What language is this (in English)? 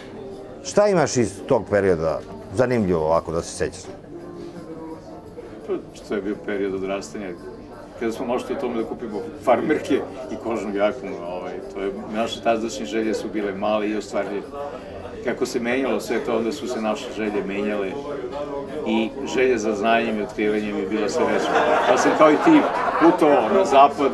Serbian